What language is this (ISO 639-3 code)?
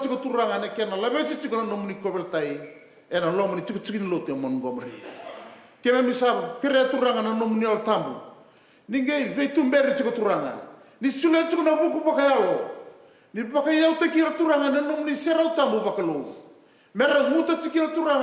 fij